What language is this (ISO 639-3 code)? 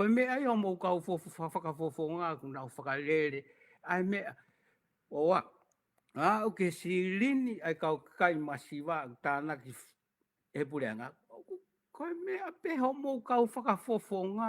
ton